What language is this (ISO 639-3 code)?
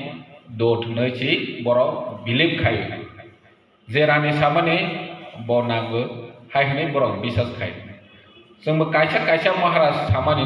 trp